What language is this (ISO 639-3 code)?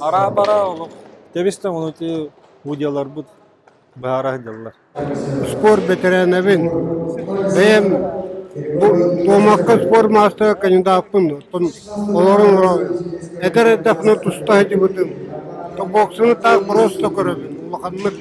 sah